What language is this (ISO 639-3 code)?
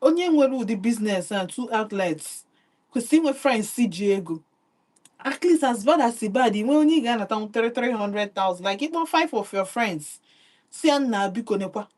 ibo